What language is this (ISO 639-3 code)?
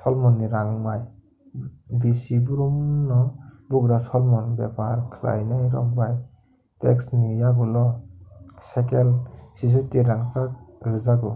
trp